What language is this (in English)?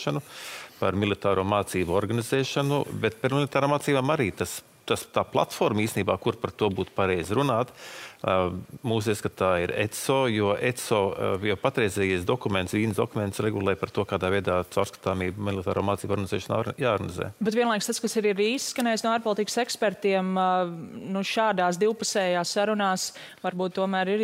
Latvian